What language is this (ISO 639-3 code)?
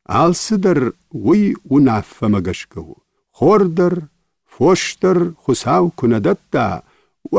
oss